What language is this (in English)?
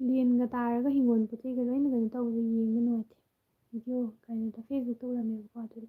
Manipuri